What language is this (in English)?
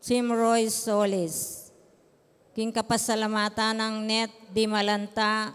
Pampanga